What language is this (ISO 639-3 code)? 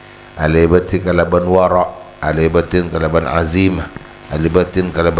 mad